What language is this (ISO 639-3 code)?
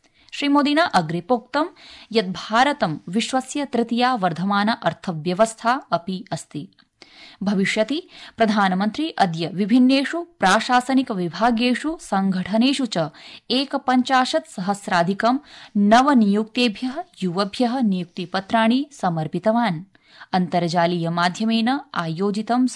san